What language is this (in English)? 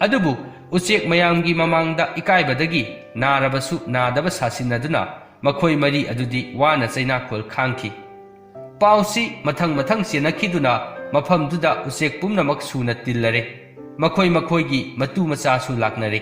Manipuri